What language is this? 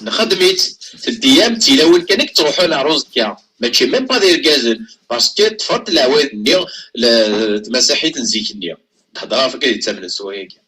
Kabyle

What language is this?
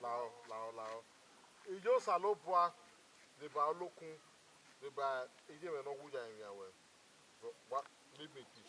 Bini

